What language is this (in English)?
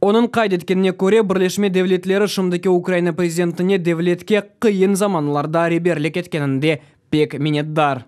Crimean Tatar